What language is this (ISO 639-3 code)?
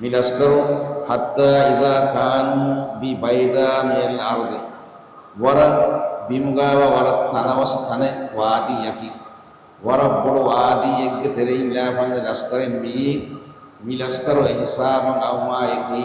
div